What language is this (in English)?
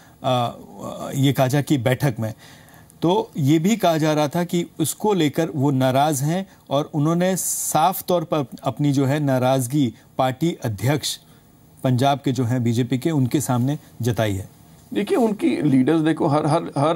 Hindi